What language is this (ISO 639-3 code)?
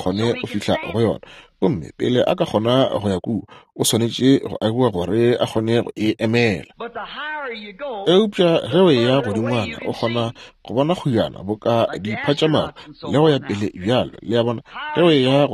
nso